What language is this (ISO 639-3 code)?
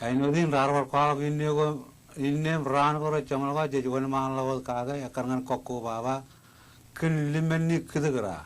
mah